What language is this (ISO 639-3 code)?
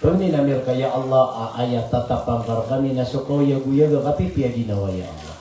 mrw